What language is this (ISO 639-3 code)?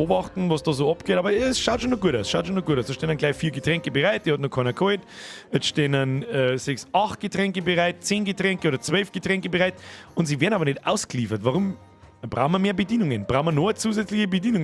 bar